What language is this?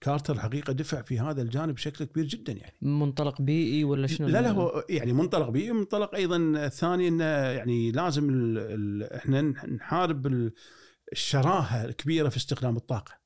Gulf Arabic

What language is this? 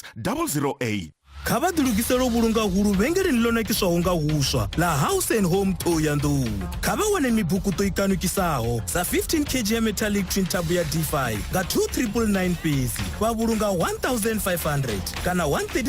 Venda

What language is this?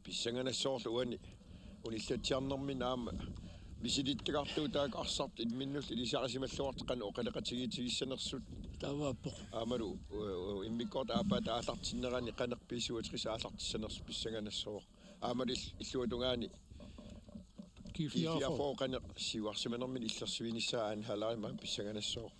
Kalaallisut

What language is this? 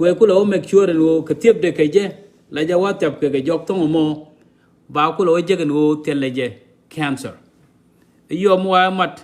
Nuer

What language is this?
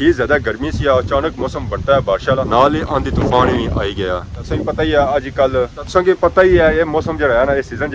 Pahari-Potwari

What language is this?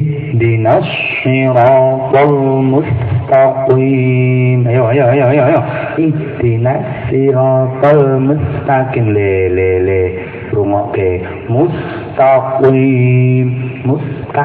Javanese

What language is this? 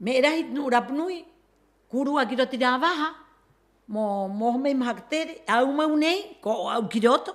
Rapanui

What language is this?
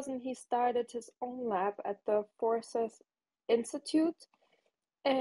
English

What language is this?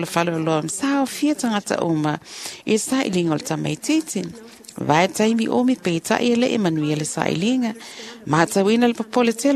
Samoan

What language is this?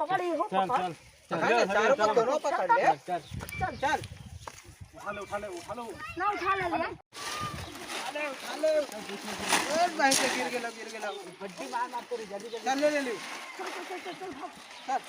Magahi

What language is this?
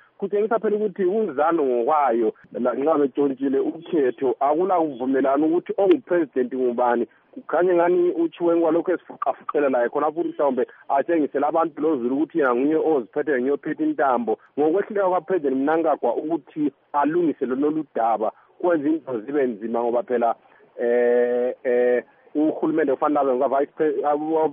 North Ndebele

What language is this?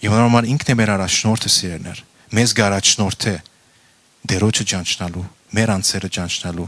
Western Armenian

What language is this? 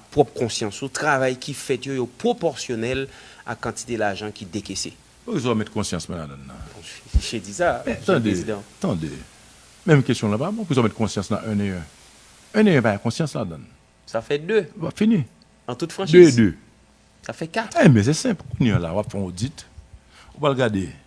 Haitian Creole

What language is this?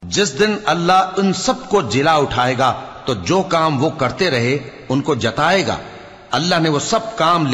Urdu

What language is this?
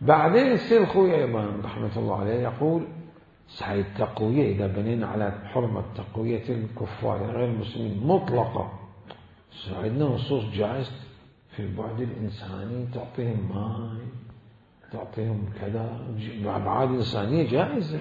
Mesopotamian Arabic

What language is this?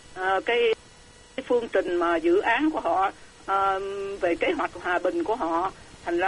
Vietnamese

